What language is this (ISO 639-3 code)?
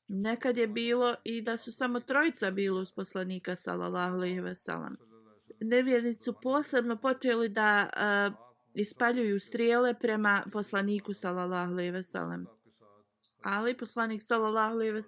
bos